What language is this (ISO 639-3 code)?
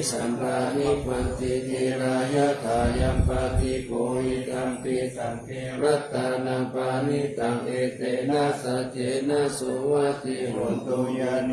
pli